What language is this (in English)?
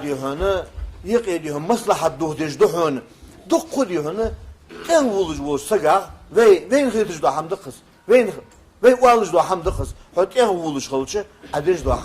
Ingush